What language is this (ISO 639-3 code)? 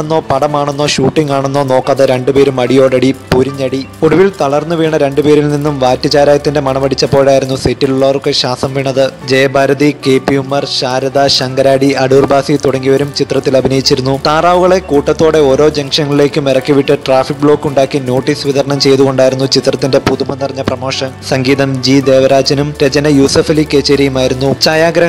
mal